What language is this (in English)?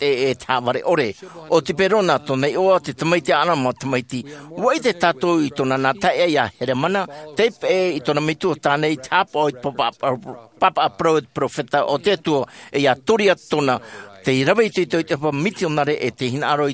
Tahitian